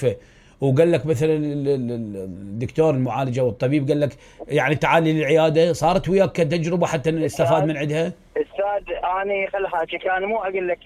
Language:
Mesopotamian Arabic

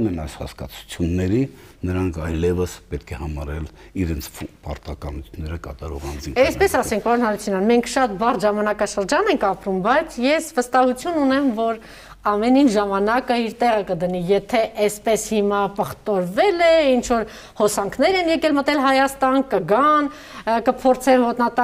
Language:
Armenian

